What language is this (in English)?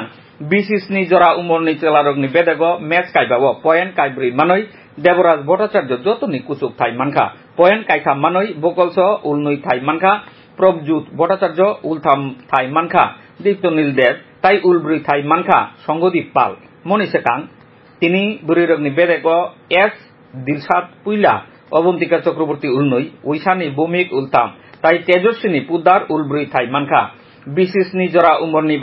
Kok Borok